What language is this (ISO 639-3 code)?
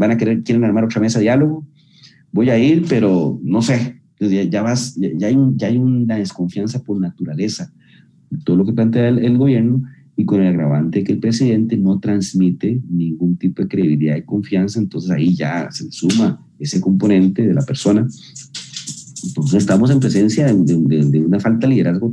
spa